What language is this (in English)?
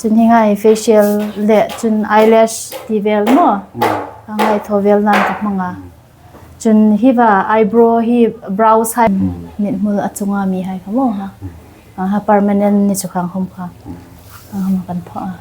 Hmar